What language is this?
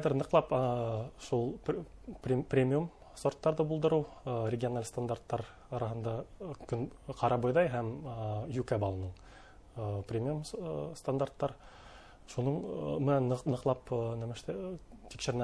Bashkir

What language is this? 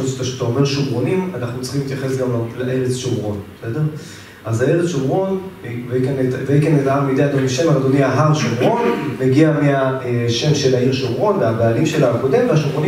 Hebrew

